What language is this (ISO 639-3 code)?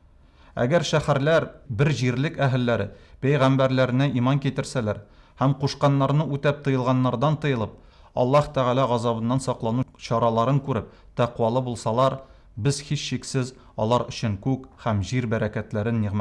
tat